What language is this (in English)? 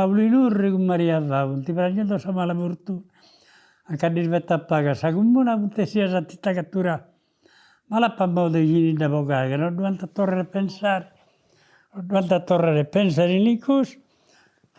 Sardinian